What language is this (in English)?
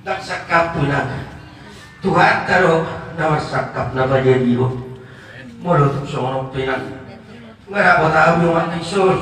Batak Toba